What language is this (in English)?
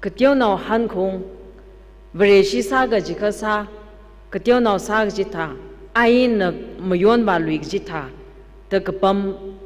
Tangkhul Naga (India)